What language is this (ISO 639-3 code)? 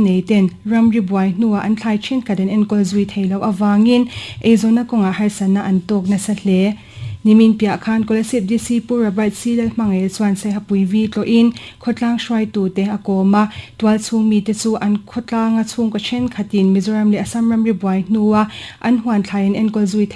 lus